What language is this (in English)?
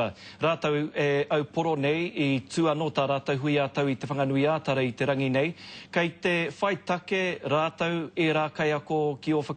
Māori